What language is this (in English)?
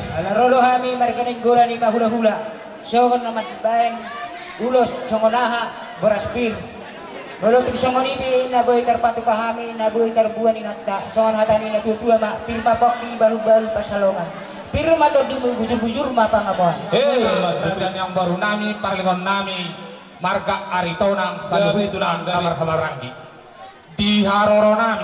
Batak Toba